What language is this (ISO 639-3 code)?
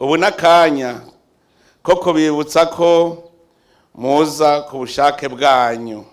run